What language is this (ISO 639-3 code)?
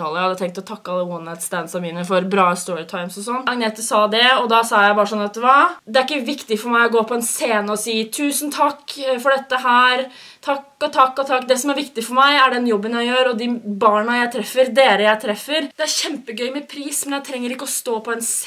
nor